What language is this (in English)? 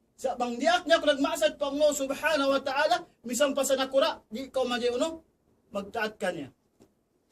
Tausug